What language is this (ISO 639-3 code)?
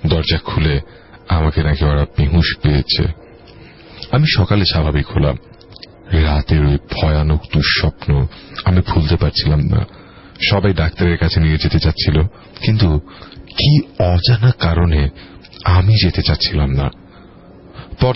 ben